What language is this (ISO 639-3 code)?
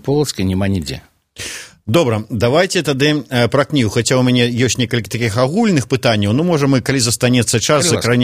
bel